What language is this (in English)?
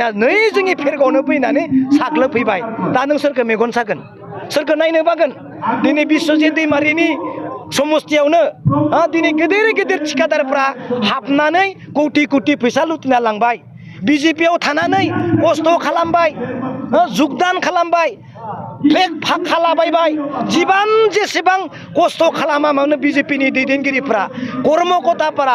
Bodo